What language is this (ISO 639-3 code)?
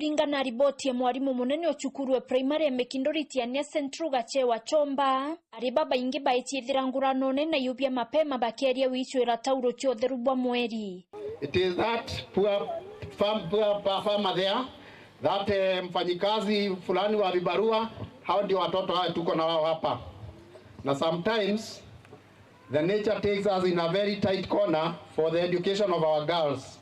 mer